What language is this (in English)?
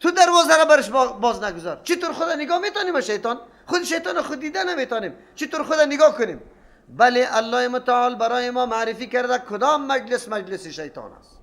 Persian